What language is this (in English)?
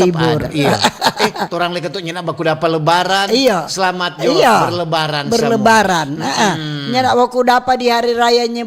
Manado Malay